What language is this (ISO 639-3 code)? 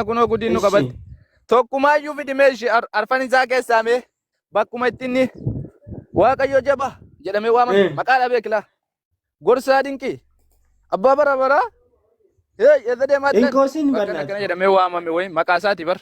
orm